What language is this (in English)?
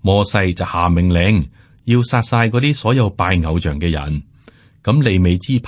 Cantonese